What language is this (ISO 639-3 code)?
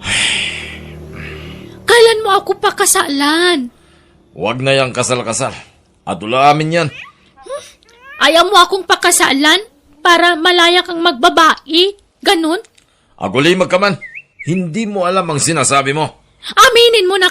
ilo